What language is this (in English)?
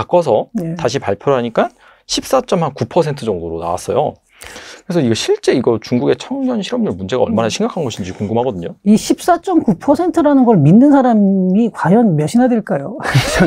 Korean